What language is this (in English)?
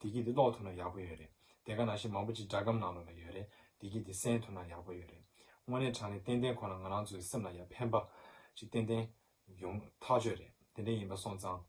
Tibetan